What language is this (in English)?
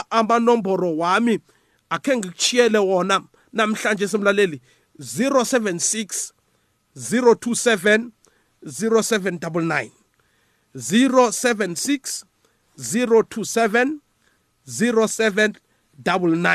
South Ndebele